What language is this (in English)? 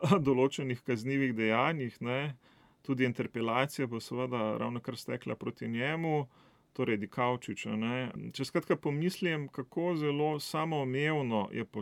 Slovenian